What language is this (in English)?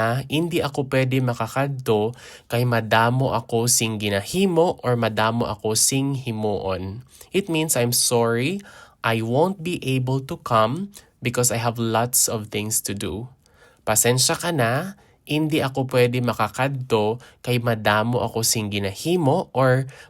Hiligaynon